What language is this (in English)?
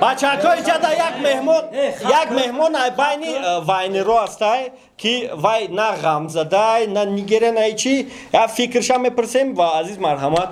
Tajik